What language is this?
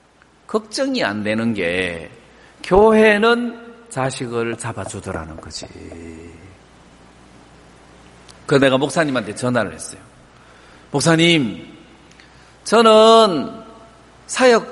Korean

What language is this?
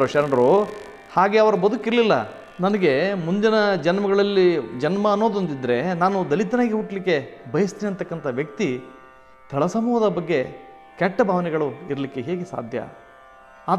Kannada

